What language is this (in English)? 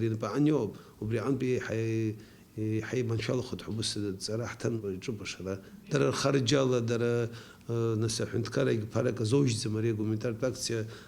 Abkhazian